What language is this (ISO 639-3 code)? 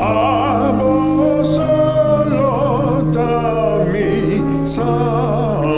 pap